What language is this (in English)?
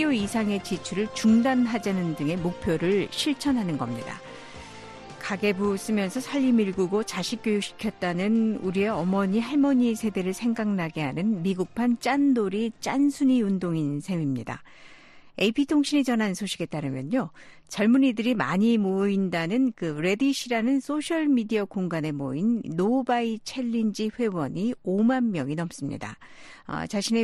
Korean